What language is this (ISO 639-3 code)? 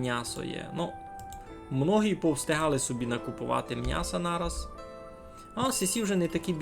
rue